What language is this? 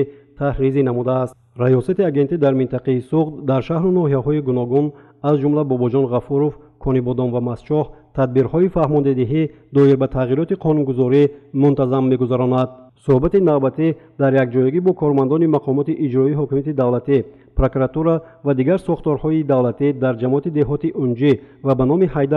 Tajik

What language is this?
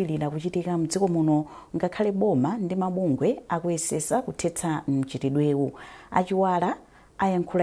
Nyanja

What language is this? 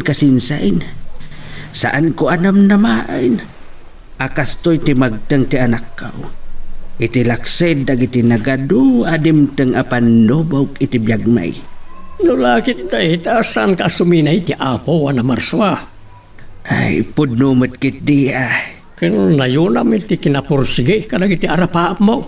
Iloko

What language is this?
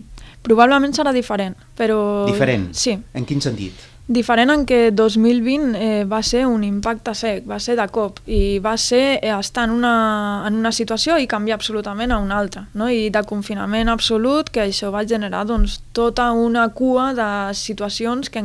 Catalan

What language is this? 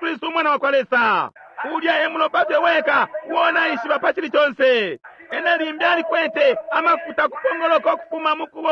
Bemba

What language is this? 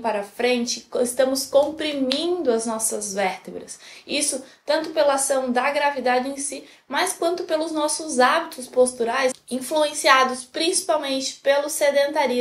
Portuguese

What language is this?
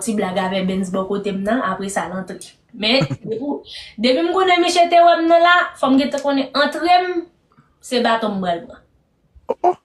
Haitian Creole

